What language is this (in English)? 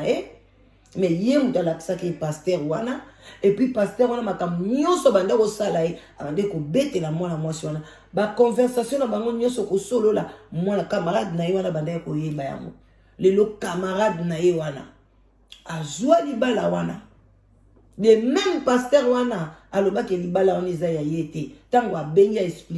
Lingala